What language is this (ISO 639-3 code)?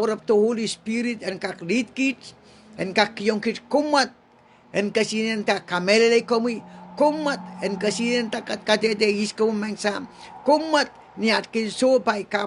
pon